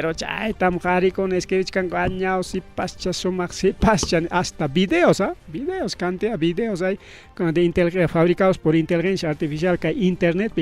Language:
Ayacucho Quechua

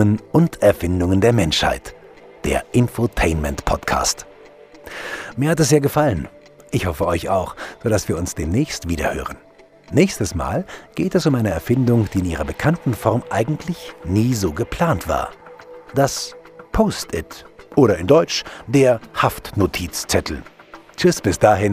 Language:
German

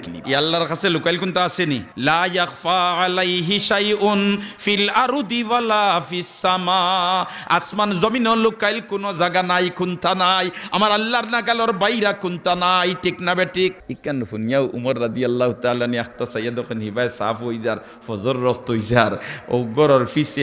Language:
Sylheti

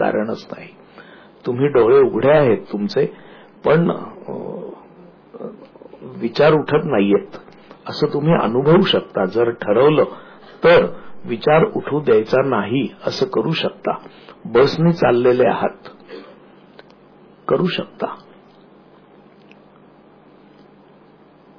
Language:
Marathi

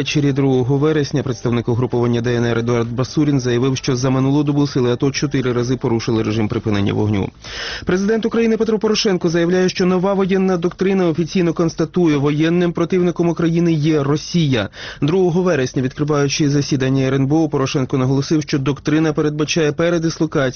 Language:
Ukrainian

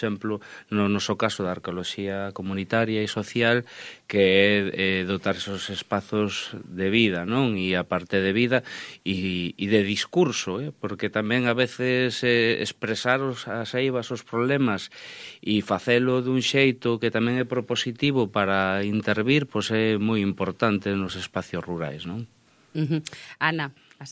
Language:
Galician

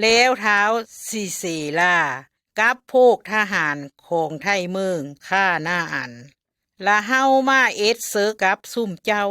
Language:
Lao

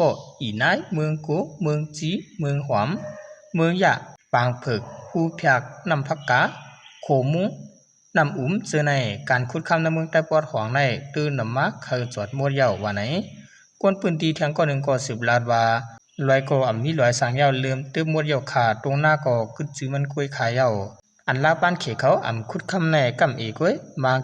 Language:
Shan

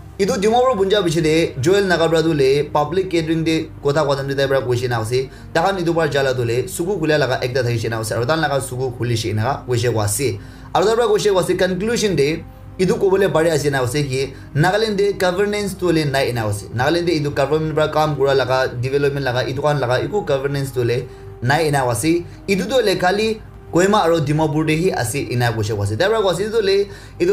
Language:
Naga Pidgin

